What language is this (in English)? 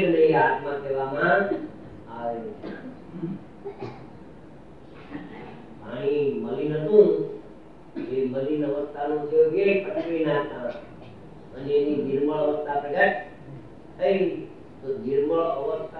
Gujarati